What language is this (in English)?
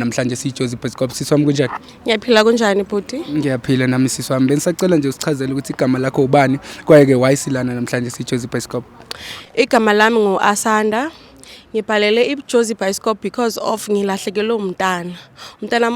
Zulu